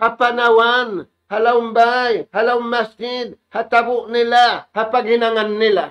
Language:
Tausug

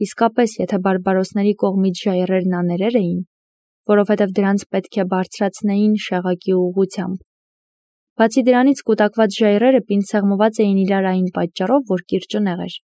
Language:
Armenian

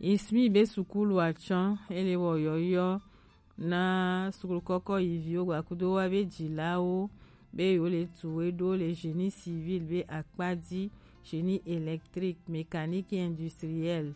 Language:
Gen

